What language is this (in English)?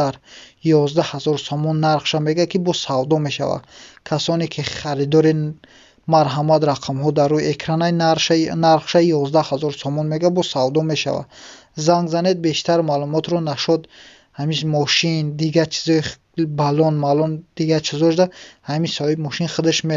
Tajik